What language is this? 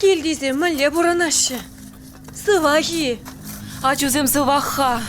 Chuvash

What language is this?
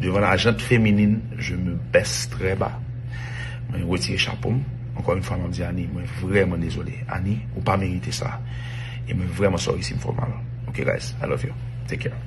Haitian Creole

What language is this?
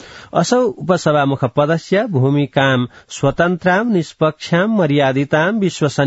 Sanskrit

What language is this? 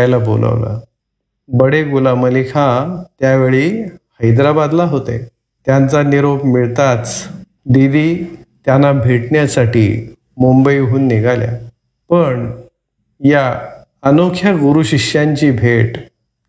Marathi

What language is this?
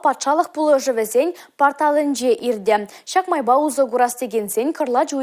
Chuvash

